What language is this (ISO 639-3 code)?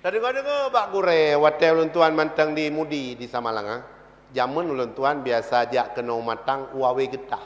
ace